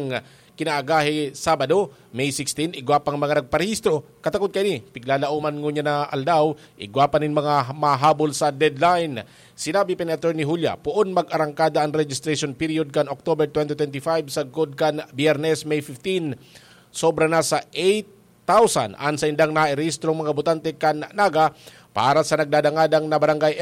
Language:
Bikol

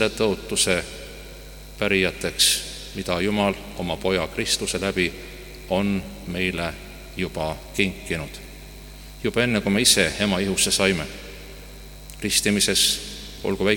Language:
Estonian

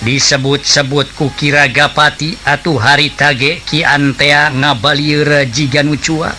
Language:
Sundanese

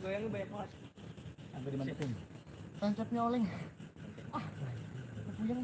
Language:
Betawi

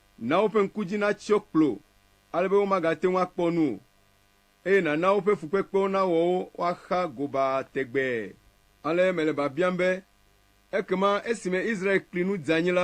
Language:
Ewe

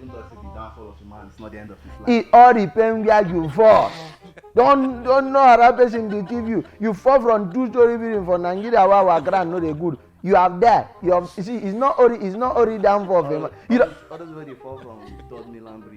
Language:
Nigerian Pidgin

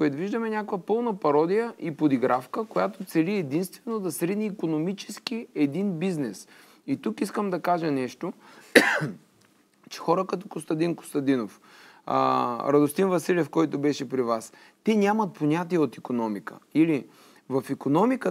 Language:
Bulgarian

